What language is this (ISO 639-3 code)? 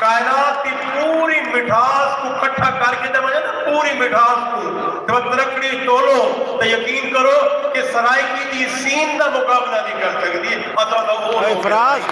skr